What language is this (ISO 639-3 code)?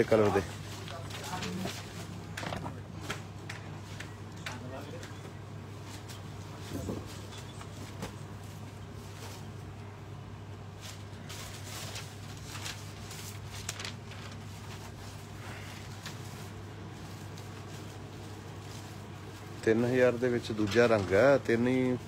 pan